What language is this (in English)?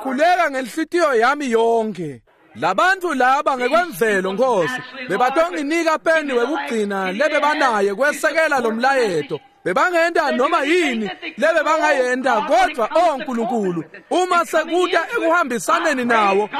Swati